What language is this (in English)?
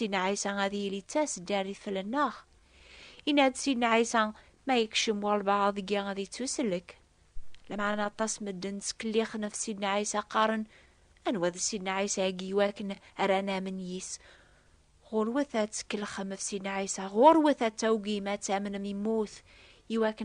Kabyle